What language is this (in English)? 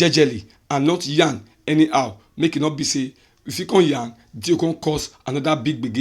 Nigerian Pidgin